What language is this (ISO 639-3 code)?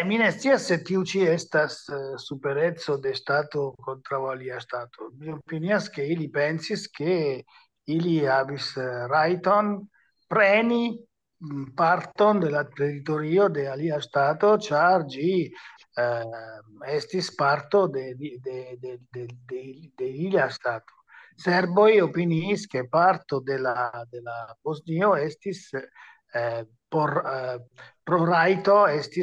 epo